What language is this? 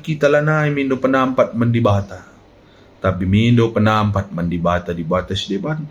Batak Karo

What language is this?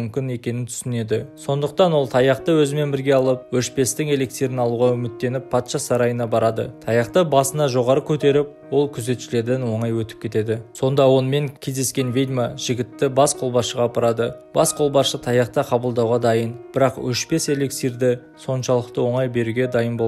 Kazakh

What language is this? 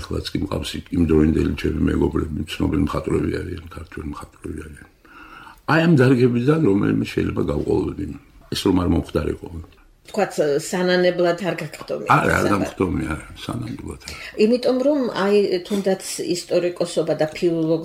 Georgian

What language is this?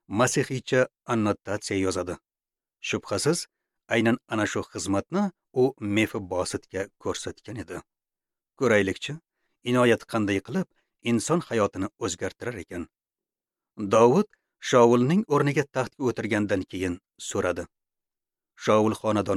Uzbek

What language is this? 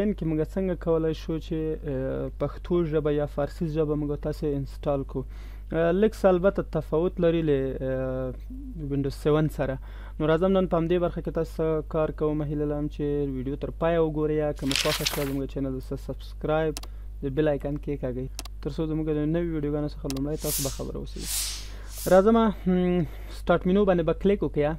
Pashto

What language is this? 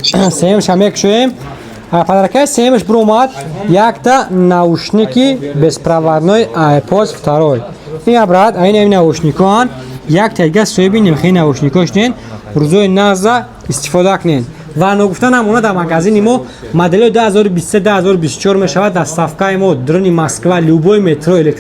Tajik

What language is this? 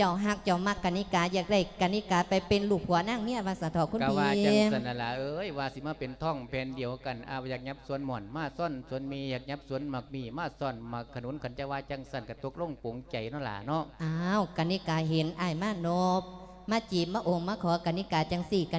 Lao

